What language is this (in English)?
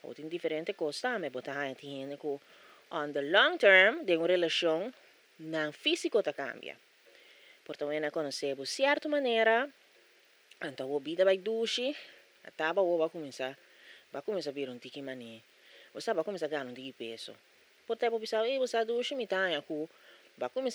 Papiamento